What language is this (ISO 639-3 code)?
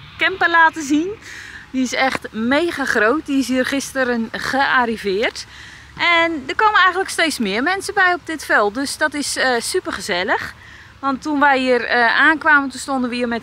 nld